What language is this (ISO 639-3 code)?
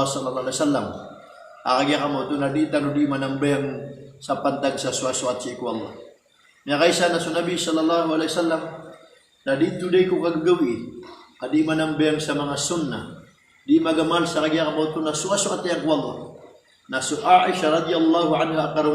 mrw